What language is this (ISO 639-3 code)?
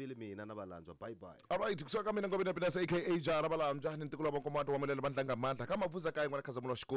tso